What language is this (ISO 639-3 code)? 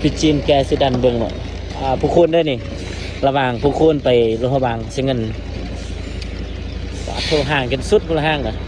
lao